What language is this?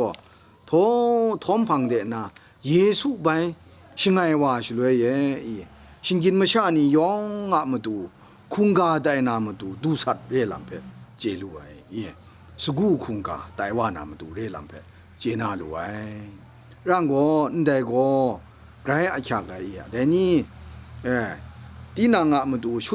Kachin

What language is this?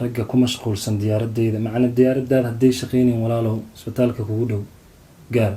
Somali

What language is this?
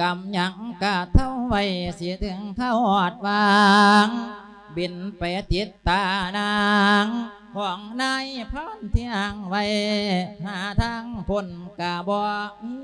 Lao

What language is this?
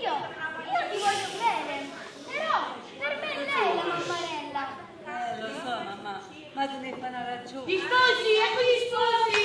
Neapolitan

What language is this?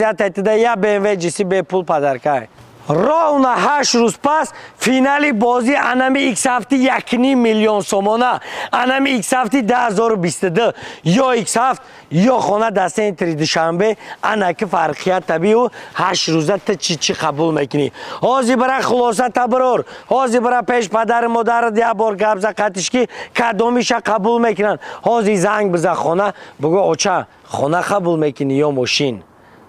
Tajik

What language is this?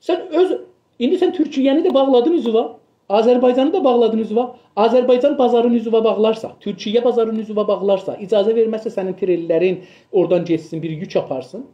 South Azerbaijani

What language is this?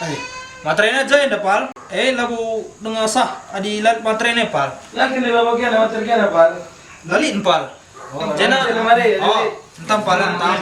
Batak Karo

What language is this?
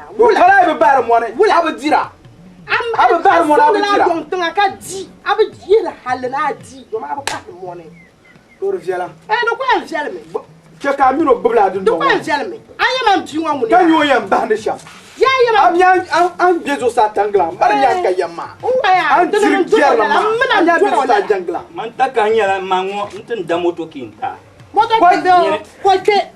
Dagbani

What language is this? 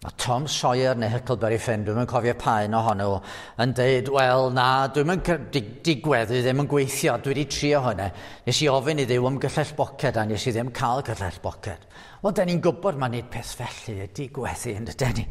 Welsh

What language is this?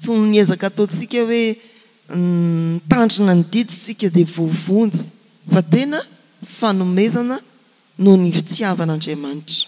Malagasy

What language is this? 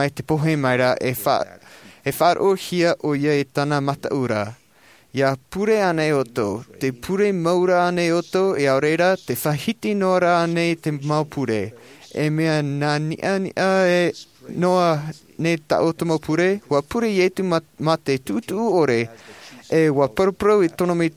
Tahitian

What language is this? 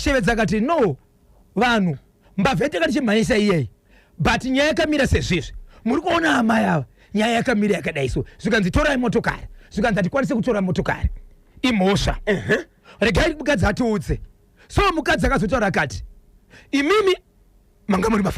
Shona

